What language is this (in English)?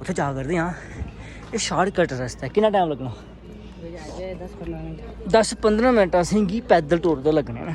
Dogri